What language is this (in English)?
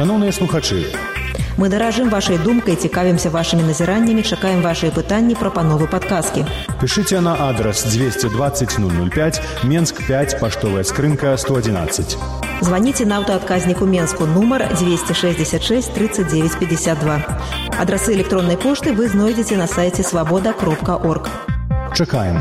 Belarusian